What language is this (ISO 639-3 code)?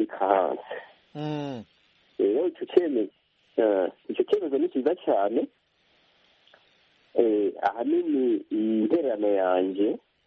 kin